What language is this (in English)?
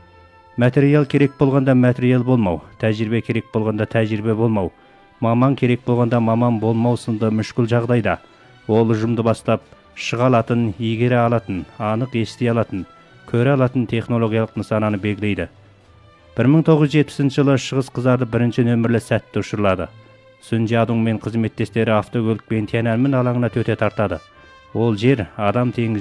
Kazakh